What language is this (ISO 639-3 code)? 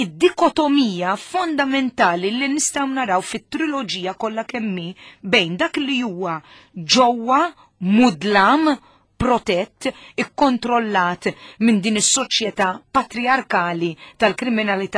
mlt